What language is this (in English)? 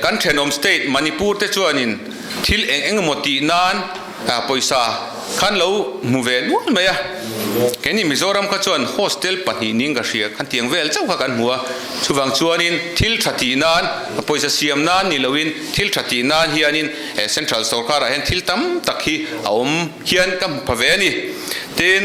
Mizo